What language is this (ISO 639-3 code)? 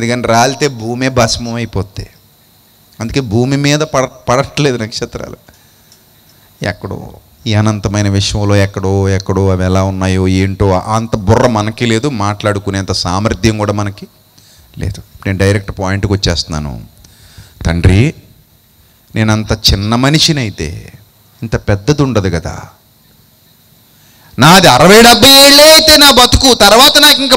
tel